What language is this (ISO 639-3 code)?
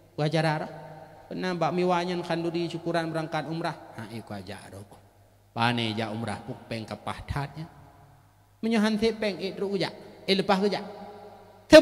ace